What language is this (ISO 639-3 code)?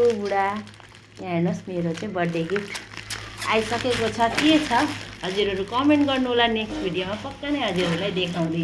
nep